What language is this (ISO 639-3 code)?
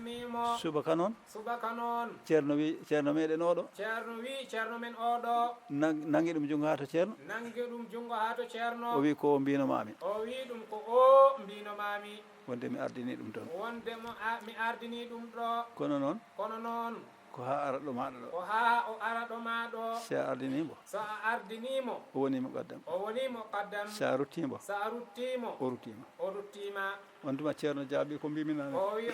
ful